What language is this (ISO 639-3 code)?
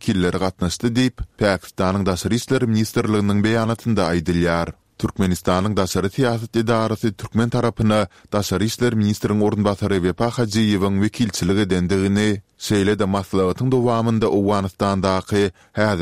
tuk